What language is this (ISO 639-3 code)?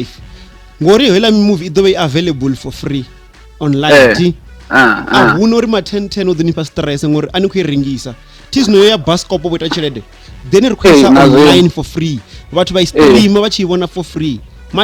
ven